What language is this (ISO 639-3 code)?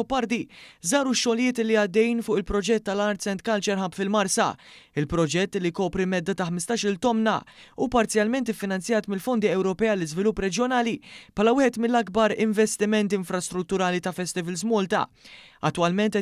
mlt